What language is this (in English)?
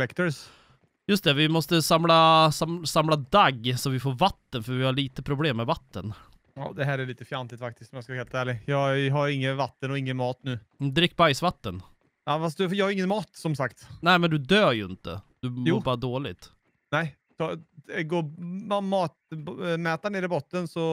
Swedish